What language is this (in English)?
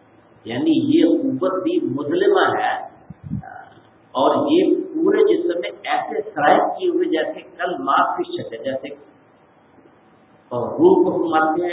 Urdu